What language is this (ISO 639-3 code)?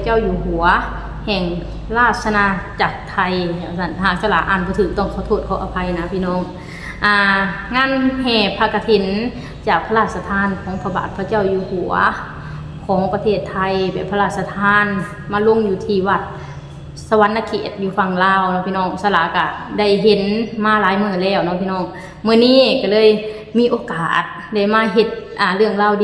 lao